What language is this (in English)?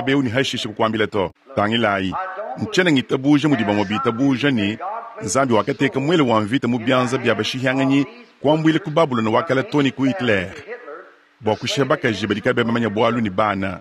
Luba-Lulua